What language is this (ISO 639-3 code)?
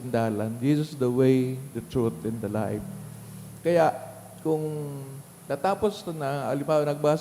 bik